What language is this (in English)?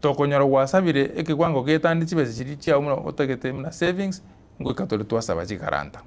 Gusii